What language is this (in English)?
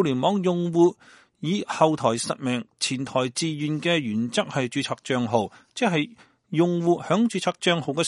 Cantonese